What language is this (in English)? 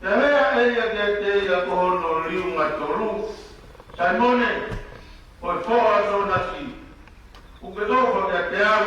Tongan